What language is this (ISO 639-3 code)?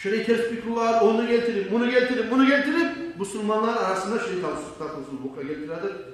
kum